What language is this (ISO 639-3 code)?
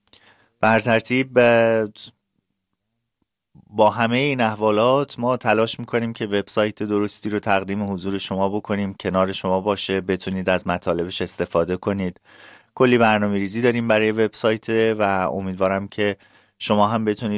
fas